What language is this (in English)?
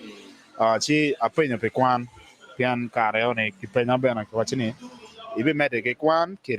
Acoli